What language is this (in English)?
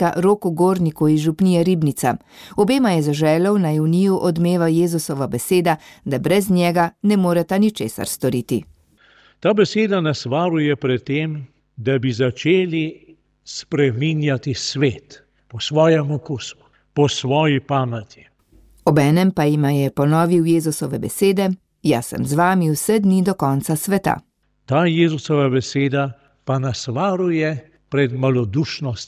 Slovenian